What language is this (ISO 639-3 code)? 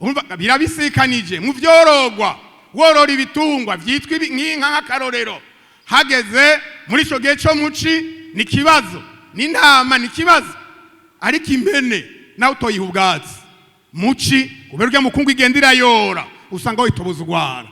run